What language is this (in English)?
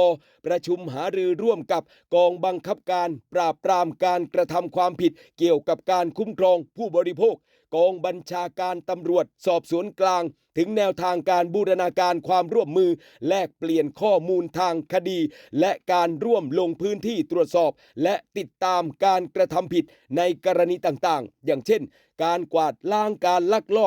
Lao